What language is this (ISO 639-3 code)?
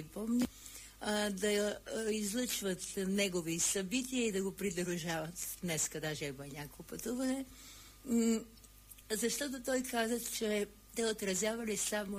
bul